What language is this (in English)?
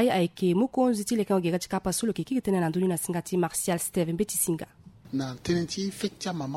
Sango